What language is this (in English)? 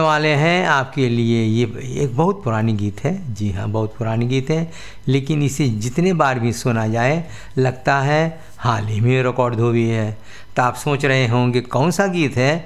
Hindi